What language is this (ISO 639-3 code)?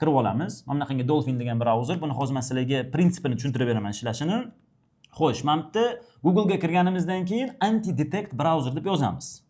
uzb